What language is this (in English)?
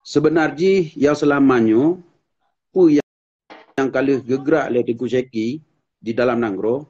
Achinese